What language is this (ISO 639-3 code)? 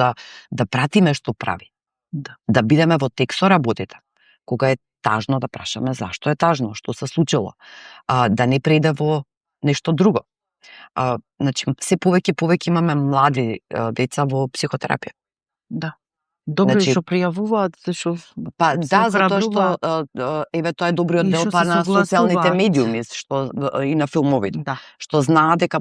mkd